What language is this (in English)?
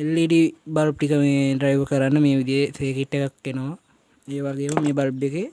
Sinhala